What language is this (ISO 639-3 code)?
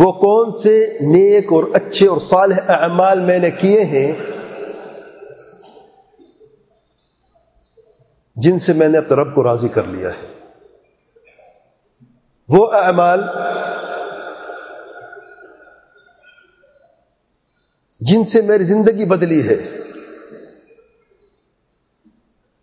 urd